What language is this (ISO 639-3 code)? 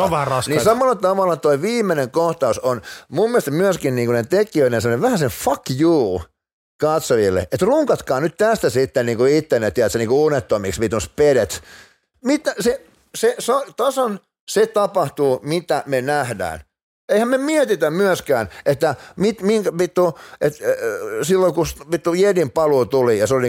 fin